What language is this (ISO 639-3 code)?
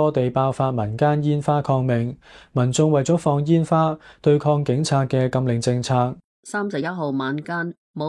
yue